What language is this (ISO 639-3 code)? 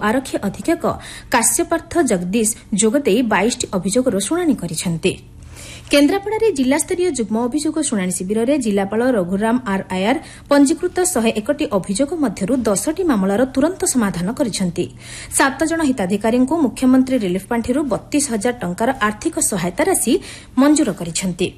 ori